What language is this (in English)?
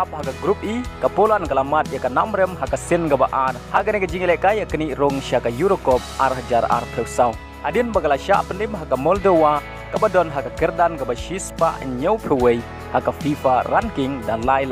Khasi